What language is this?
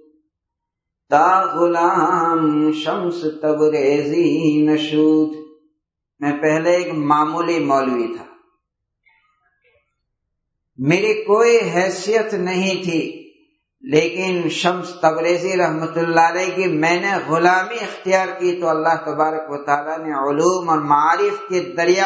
Urdu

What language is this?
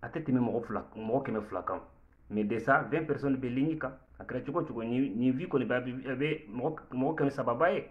Bambara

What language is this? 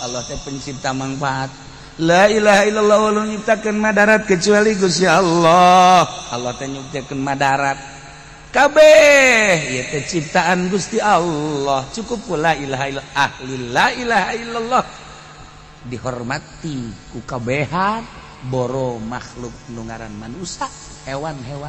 Sundanese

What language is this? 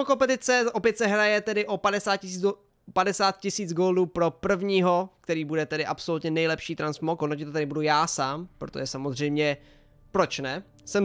Czech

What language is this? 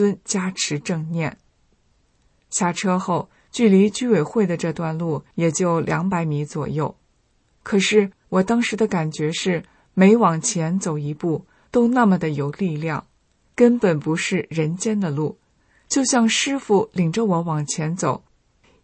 Chinese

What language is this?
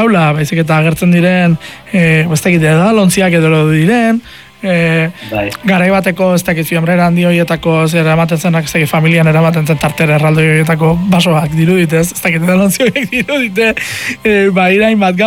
Basque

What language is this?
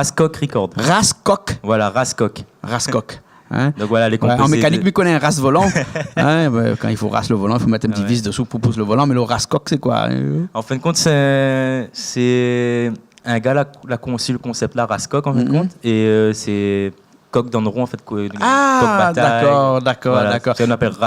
Réunion Creole French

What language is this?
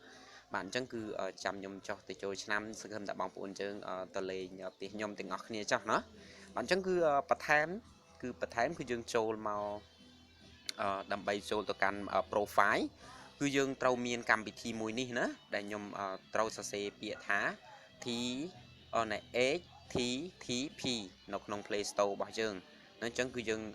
Khmer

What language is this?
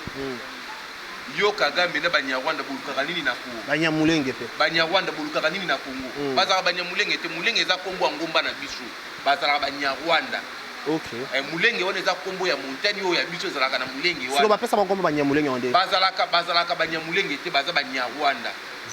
Lingala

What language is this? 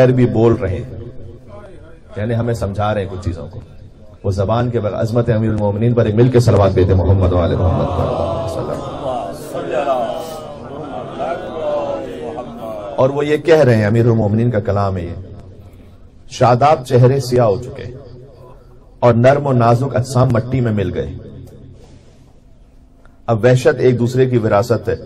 Urdu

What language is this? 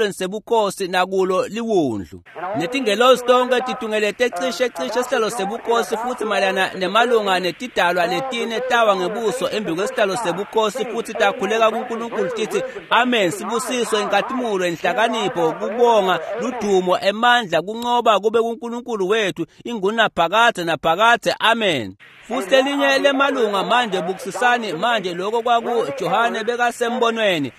Swati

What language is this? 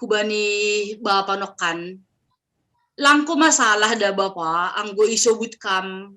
Batak Simalungun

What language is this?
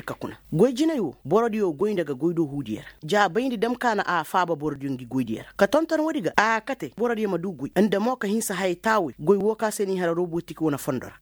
Koyraboro Senni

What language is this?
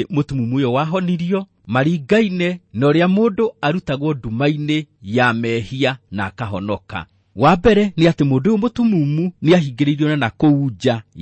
Kikuyu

